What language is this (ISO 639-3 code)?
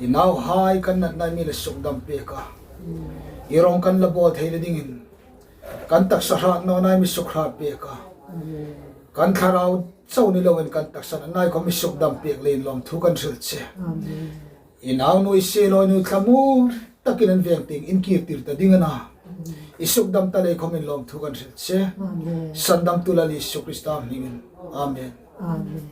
hmr